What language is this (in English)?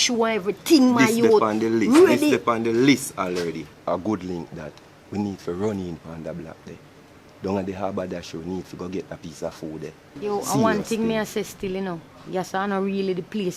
Jamaican Creole English